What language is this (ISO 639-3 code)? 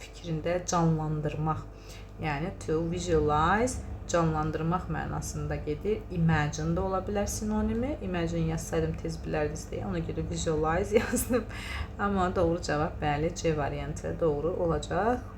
aze